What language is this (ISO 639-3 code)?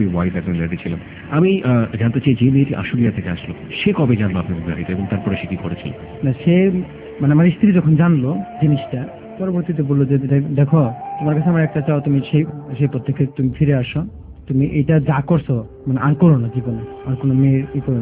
ben